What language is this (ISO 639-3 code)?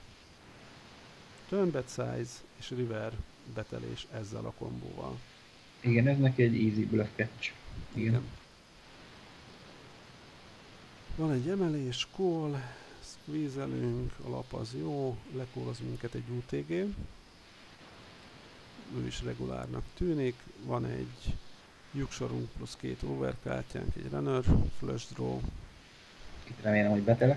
hun